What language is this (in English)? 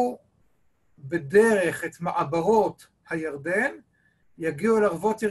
Hebrew